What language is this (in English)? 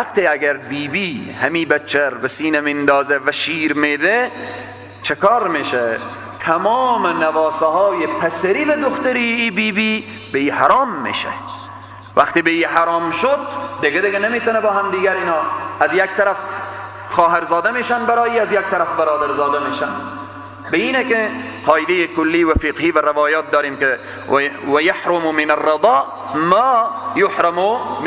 Persian